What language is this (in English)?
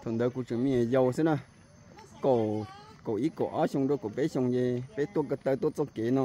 Hmong